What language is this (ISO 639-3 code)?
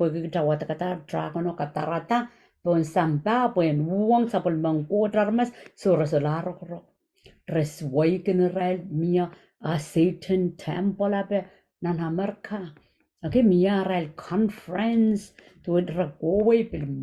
pon